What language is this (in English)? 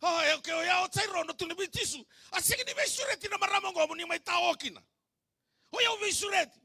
Fijian